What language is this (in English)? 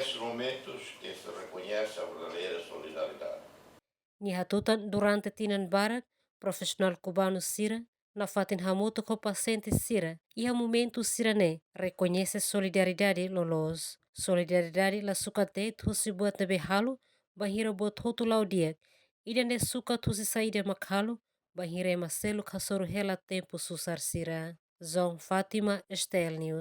Tetum